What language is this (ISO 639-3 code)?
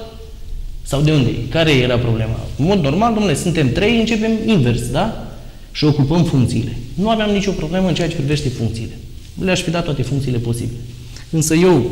ron